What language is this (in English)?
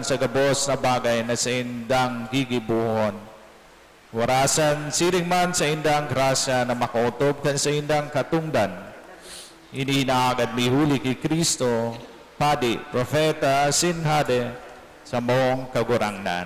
Bikol